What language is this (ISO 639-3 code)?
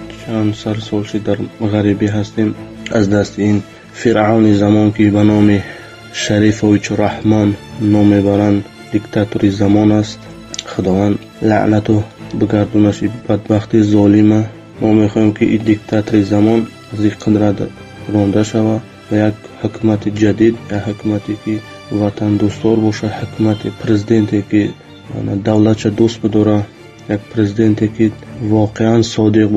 tgk